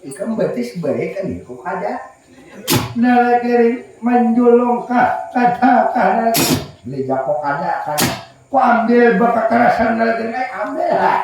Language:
Banjar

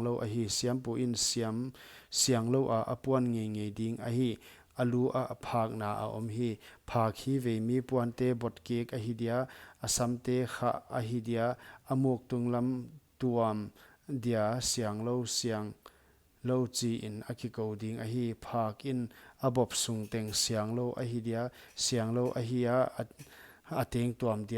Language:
Paite Chin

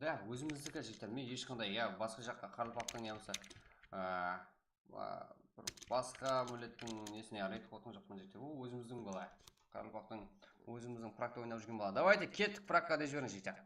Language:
Kara-Kalpak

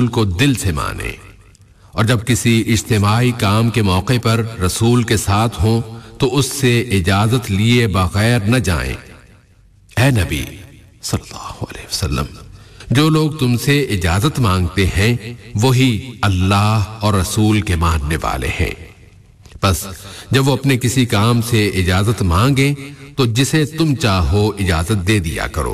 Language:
Urdu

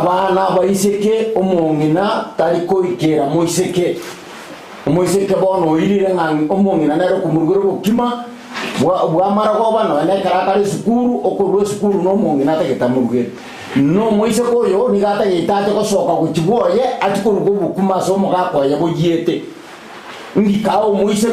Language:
Gusii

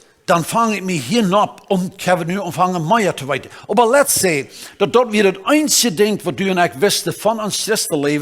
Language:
Plautdietsch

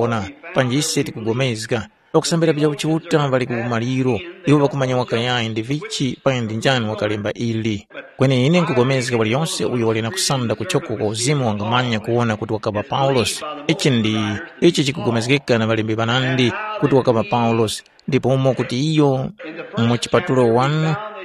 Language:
Tumbuka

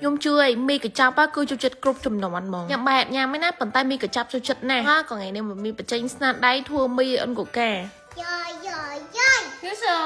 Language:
Khmer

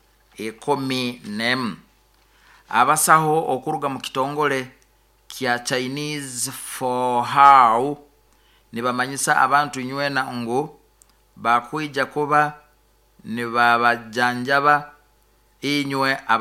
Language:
Nyoro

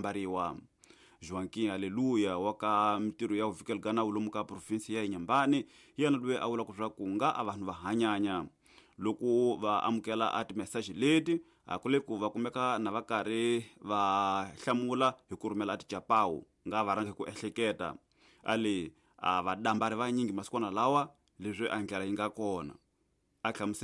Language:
Tsonga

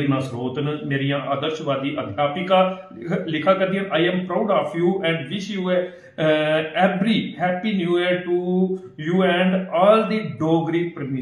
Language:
Dogri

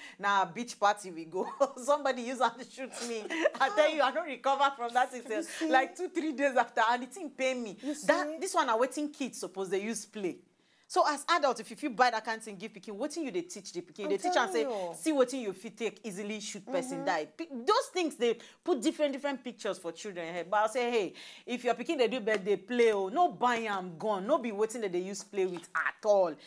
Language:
Nigerian Pidgin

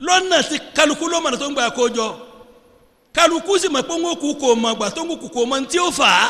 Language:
Yoruba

